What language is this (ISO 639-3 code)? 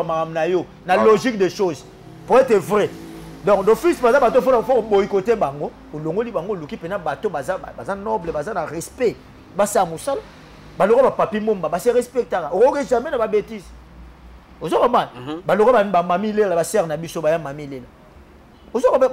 lin